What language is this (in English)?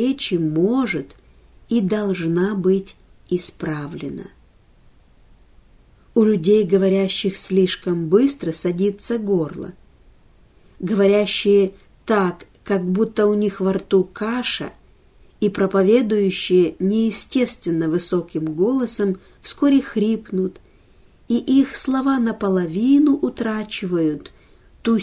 Russian